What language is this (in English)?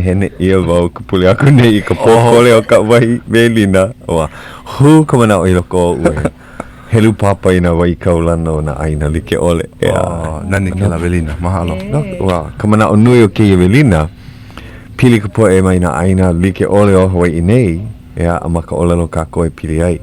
Hawaiian